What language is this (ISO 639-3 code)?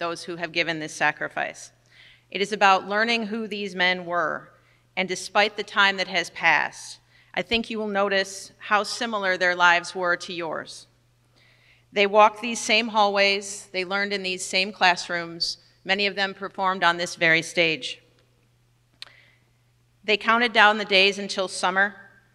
eng